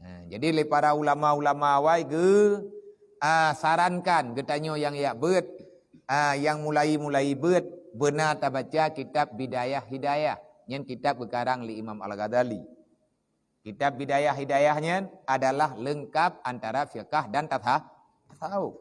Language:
Achinese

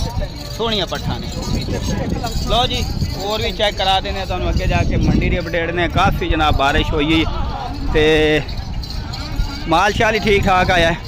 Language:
Punjabi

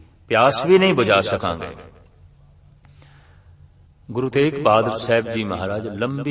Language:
Punjabi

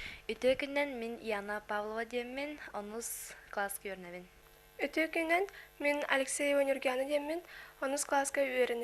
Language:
Yakut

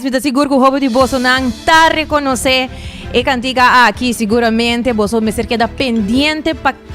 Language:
Papiamento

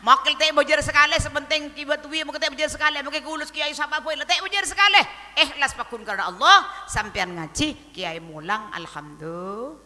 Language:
Madurese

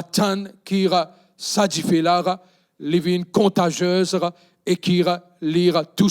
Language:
Morisyen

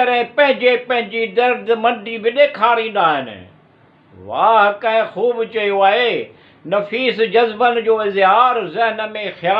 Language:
Sindhi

